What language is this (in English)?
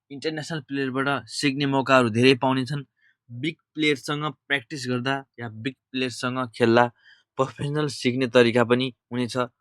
Nepali